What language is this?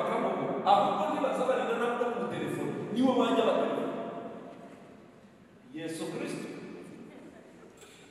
Kinyarwanda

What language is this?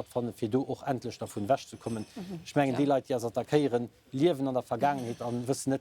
Luxembourgish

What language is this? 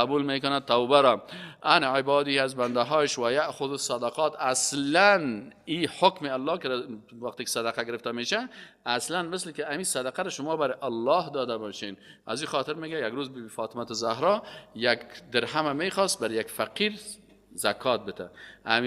Persian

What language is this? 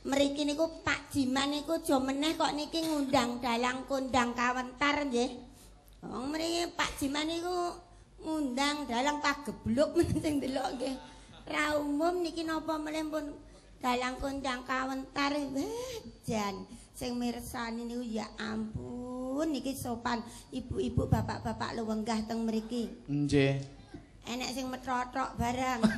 Javanese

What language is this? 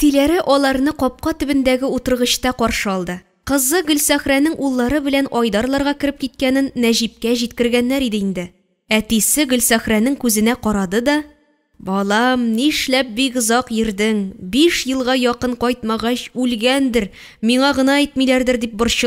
Tatar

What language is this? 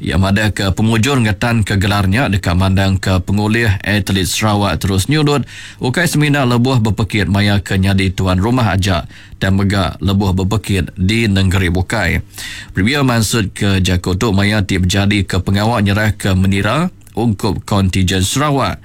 Iban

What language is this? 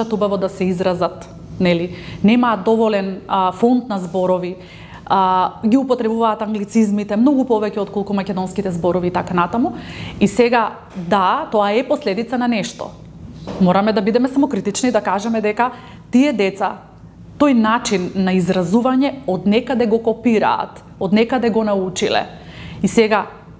Macedonian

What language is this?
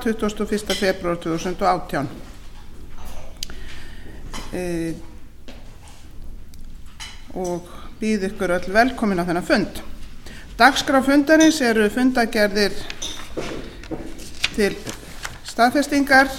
Icelandic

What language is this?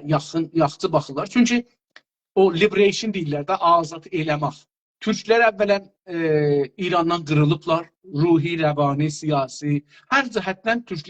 South Azerbaijani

